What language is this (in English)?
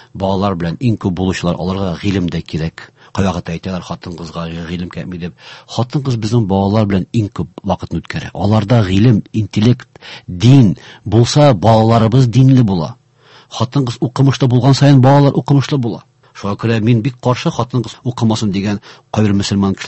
Tatar